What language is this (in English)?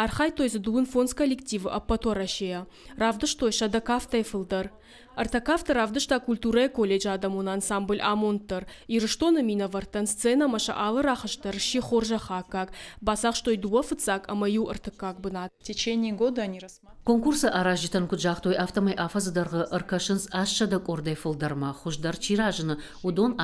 Ossetic